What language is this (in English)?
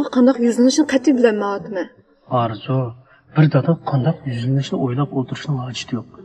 Uyghur